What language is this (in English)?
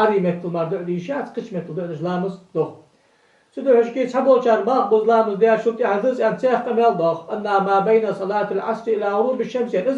Ingush